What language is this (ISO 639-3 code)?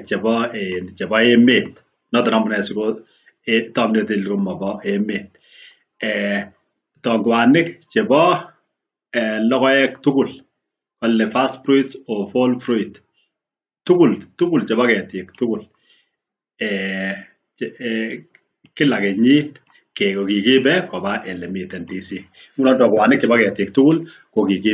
kln